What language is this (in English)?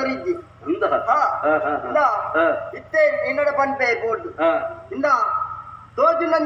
Tulu